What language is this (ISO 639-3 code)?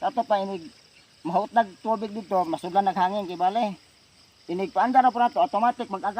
ceb